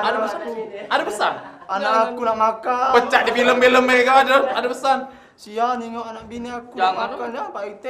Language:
Musi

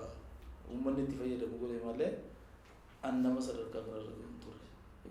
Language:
Oromo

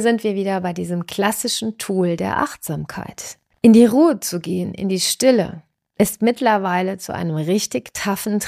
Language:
German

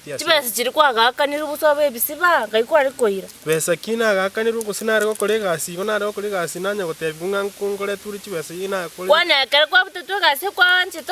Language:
Gusii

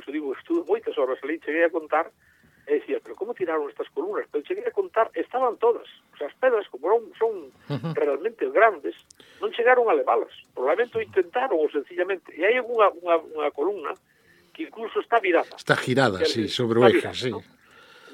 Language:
Galician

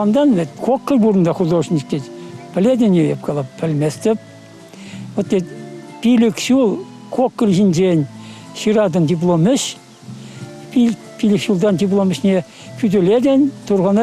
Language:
Chuvash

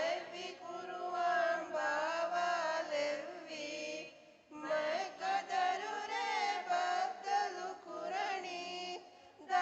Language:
Divehi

